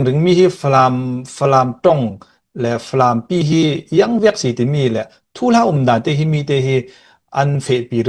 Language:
Falam Chin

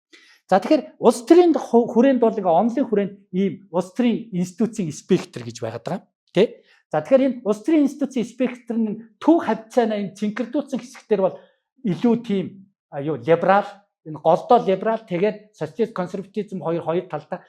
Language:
Mongolian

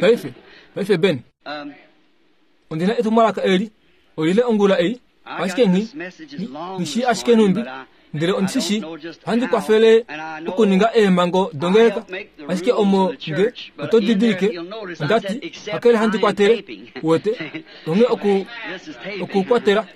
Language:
Kuanyama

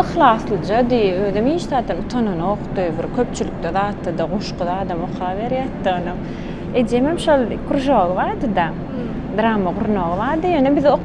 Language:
Turkmen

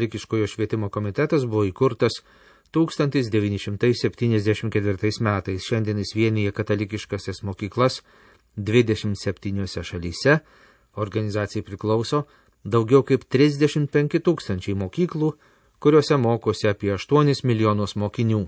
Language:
Lithuanian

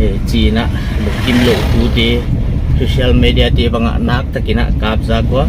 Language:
Paite Chin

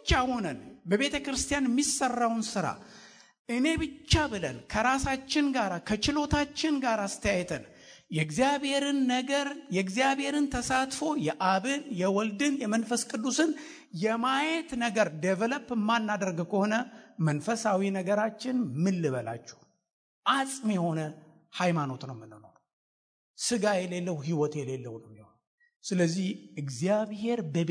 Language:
Amharic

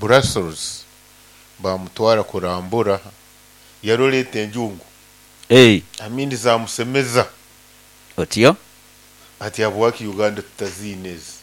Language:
Nyoro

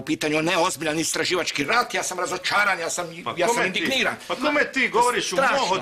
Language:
Croatian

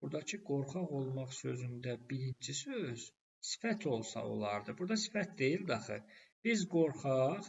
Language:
Azerbaijani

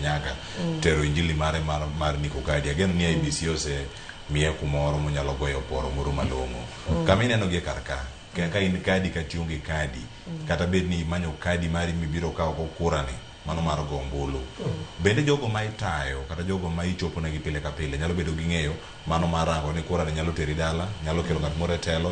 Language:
Luo (Kenya and Tanzania)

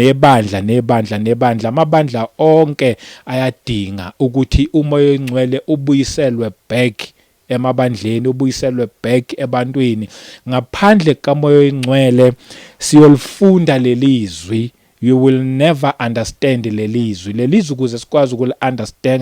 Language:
Zulu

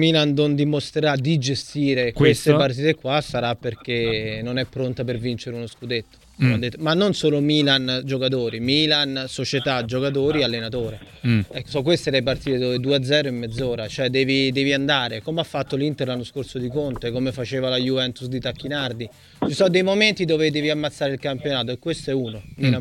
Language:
Italian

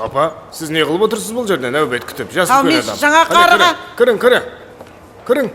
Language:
Kara-Kalpak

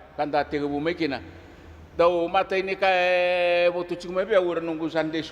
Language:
Fijian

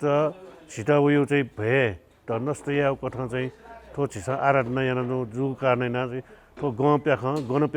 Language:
Newari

